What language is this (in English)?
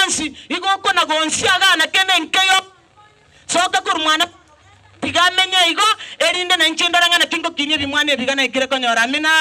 Gusii